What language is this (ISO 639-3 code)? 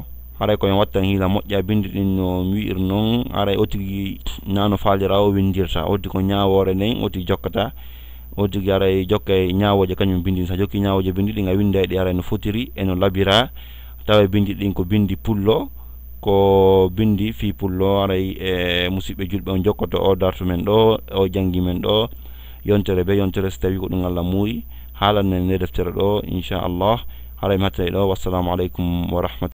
ful